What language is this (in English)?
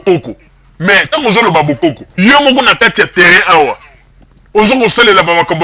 Lingala